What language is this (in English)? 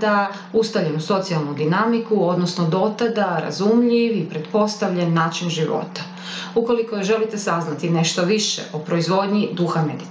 Croatian